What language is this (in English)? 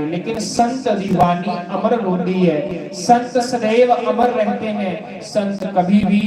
Dogri